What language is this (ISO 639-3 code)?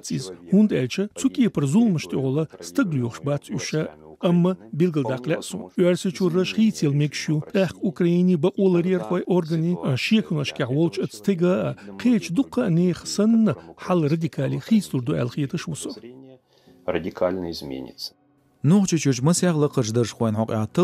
che